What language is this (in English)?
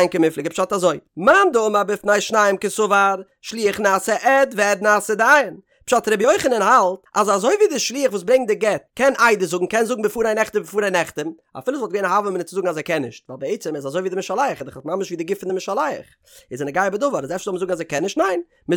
Yiddish